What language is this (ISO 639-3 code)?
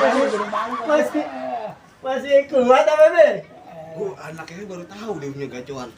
bew